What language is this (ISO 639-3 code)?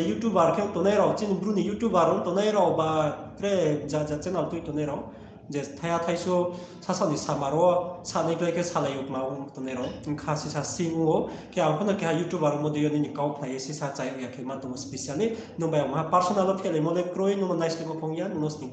ria